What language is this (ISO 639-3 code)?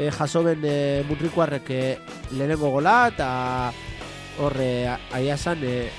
eus